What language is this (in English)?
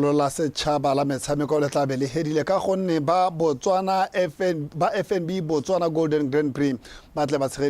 Tswana